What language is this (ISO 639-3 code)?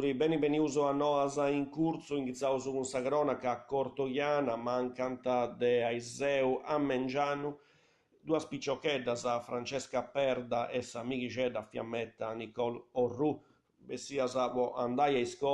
srd